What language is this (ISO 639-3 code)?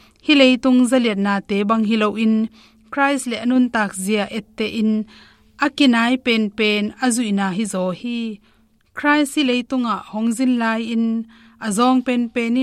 ctd